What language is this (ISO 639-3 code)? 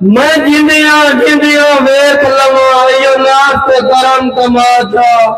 skr